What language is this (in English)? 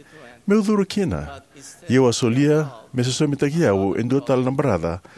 Fijian